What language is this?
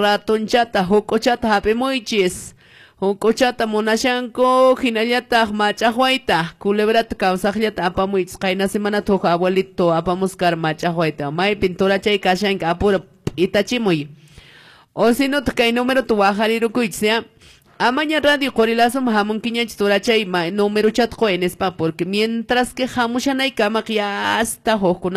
Quechua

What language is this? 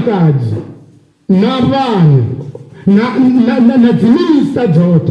Venda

